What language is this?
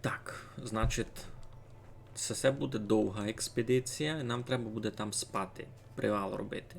Rusyn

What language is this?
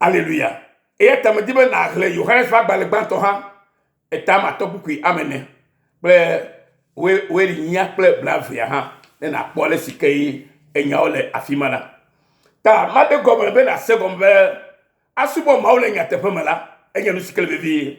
Ewe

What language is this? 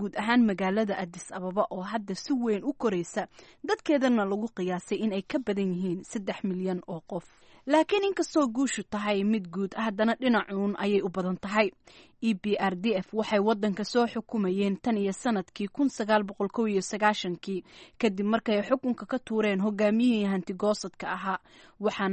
Somali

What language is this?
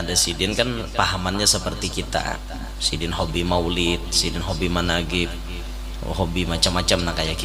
Banjar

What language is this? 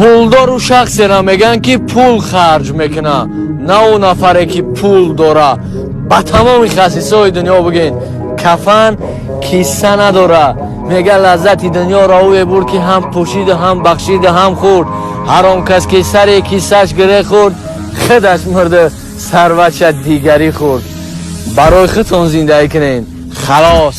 Tajik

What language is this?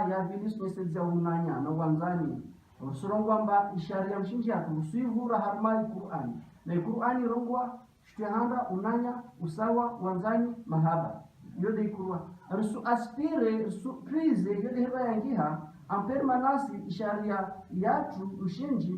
Ngazidja Comorian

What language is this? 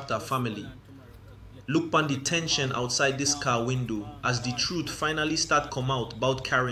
Jamaican Creole English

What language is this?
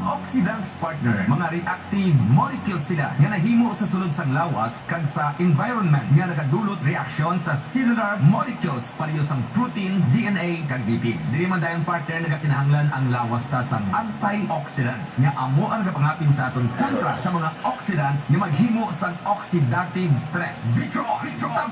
Hiligaynon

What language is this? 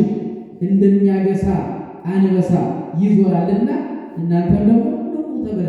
Amharic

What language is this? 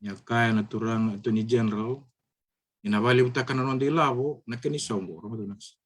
Fijian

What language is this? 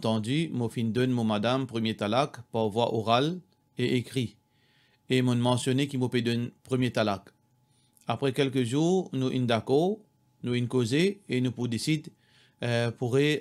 Morisyen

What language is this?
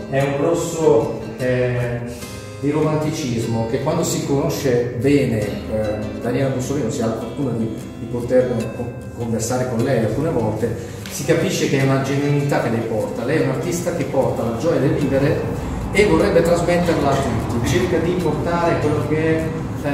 Italian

